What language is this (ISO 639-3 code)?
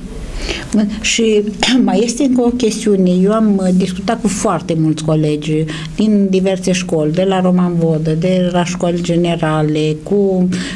ron